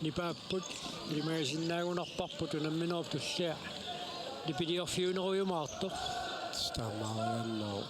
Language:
Kalaallisut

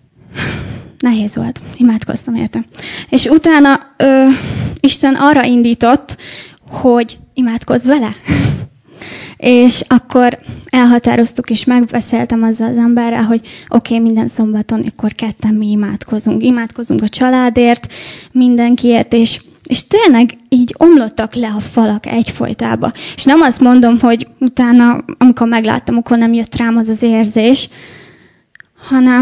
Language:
Hungarian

